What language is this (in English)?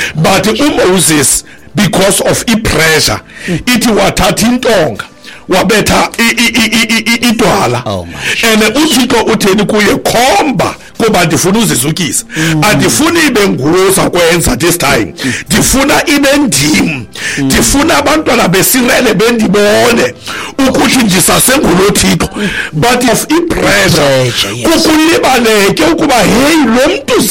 Xhosa